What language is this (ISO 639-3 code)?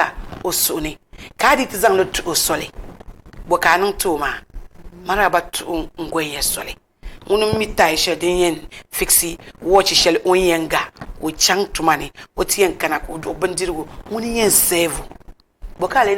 dag